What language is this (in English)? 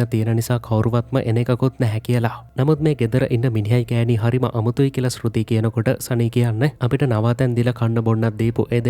Sinhala